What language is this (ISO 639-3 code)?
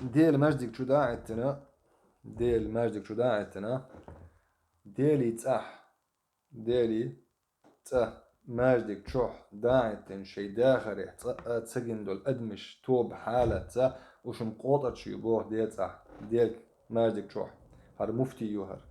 che